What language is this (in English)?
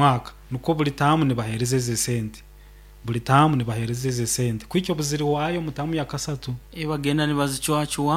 Nyoro